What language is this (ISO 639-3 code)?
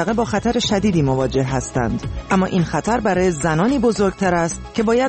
fas